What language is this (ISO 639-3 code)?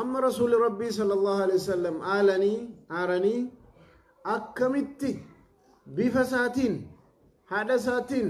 orm